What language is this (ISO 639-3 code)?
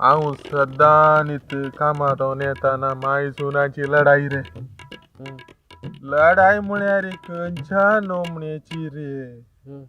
kok